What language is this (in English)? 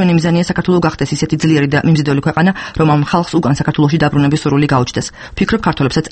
Georgian